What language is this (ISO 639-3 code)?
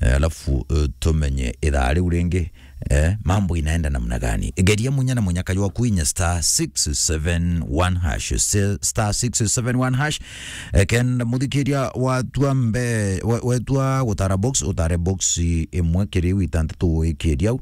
mer